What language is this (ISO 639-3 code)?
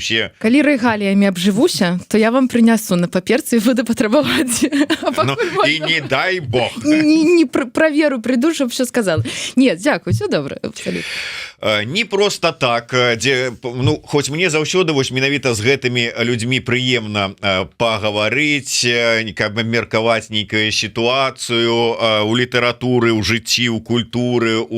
bel